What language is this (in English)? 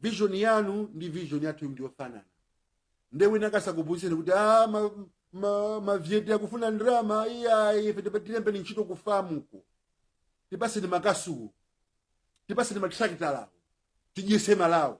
Nyanja